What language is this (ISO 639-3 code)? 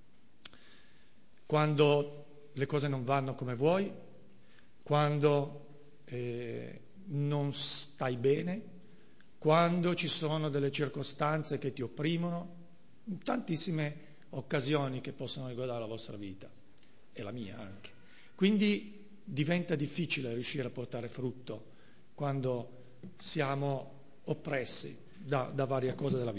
ita